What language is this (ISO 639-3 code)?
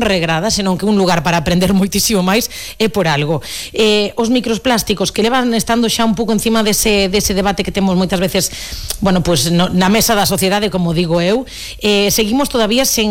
glg